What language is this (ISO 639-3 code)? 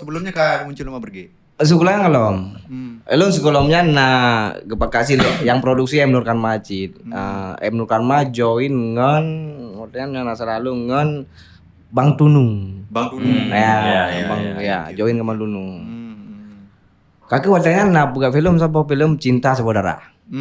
ace